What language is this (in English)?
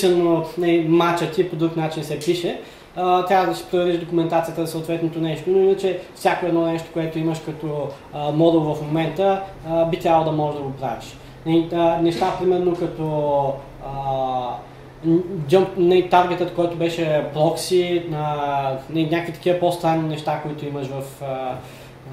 Bulgarian